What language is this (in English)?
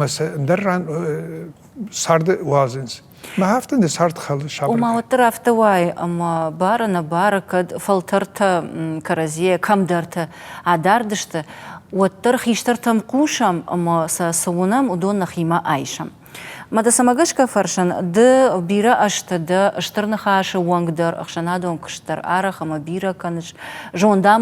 Ossetic